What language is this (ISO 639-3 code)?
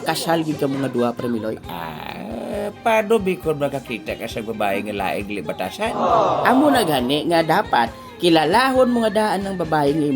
hil